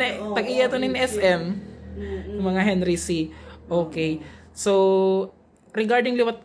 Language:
Waray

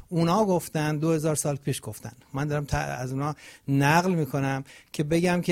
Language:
Persian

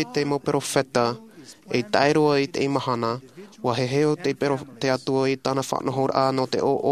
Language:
Tahitian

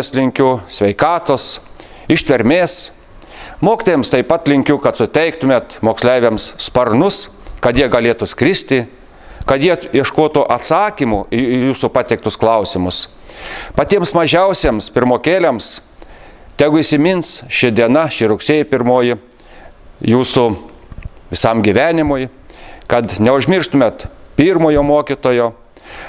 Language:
Lithuanian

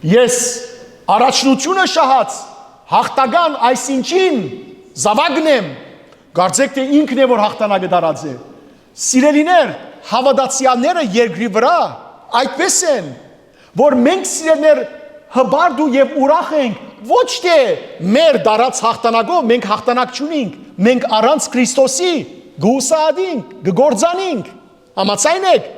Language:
Western Armenian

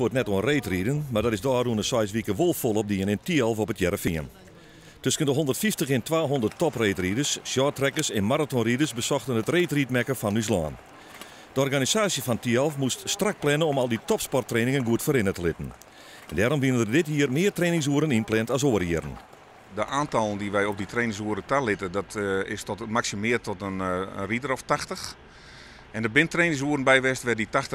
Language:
Western Frisian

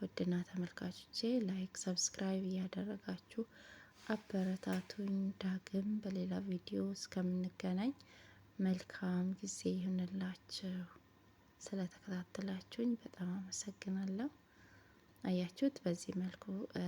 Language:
Amharic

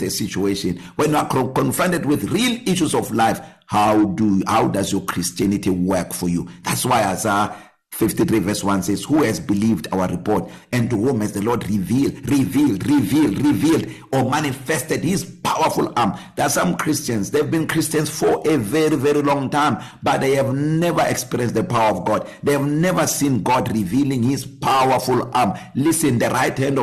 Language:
English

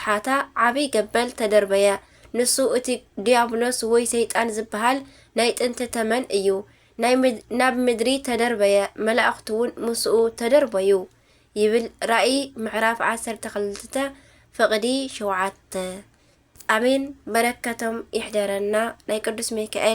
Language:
Tigrinya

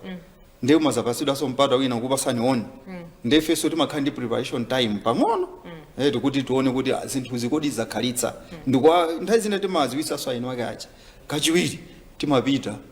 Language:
Nyanja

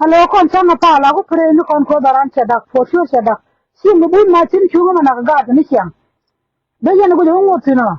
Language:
Nuer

